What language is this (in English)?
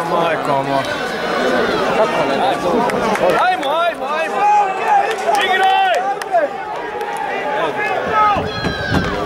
Croatian